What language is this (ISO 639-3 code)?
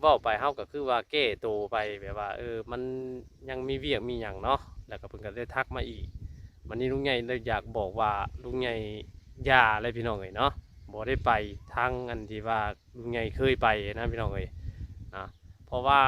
tts